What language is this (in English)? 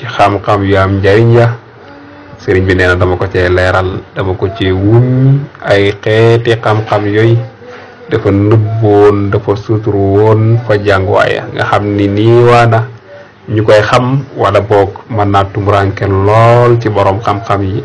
Wolof